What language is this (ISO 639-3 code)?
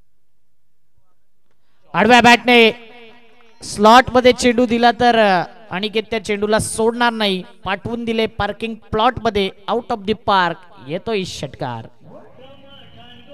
mar